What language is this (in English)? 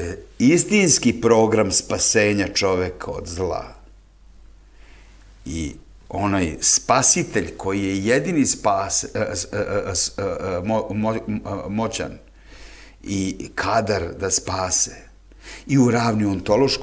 Serbian